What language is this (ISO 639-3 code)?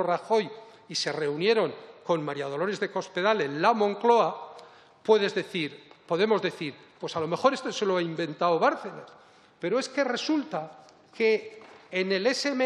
spa